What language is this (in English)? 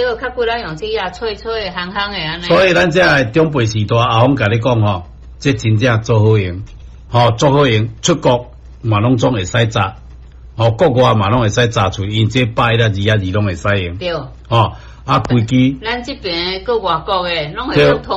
Min Nan Chinese